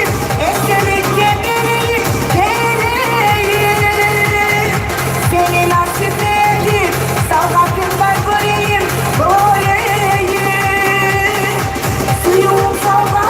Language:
Kumyk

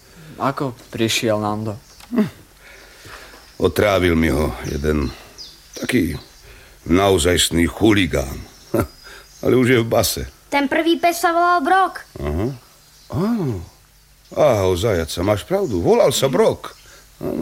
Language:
Slovak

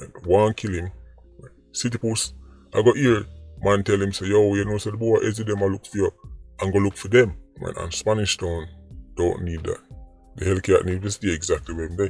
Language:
Jamaican Creole English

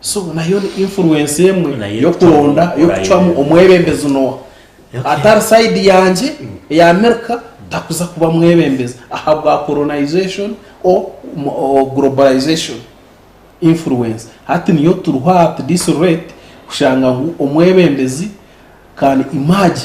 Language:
Nyankole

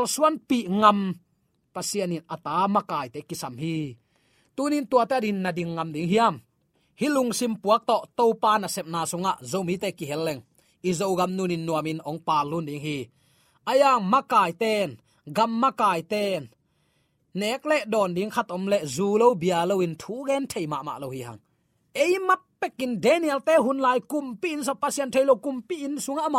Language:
Tedim Chin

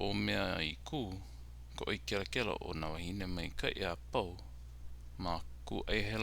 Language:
Hawaiian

